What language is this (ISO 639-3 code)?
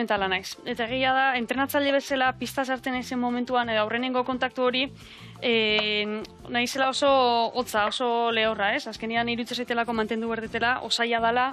eus